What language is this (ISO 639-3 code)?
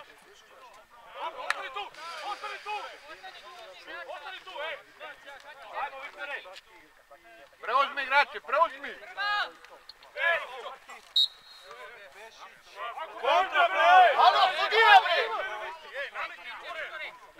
srp